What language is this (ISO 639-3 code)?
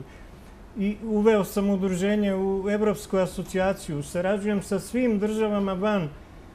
bos